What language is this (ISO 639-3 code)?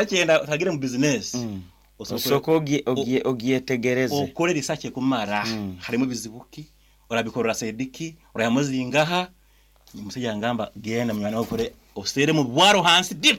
nyn